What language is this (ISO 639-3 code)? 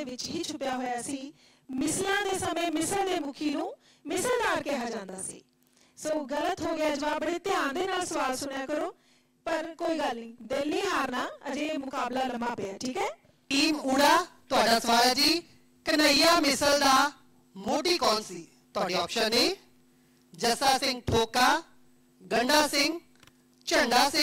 pan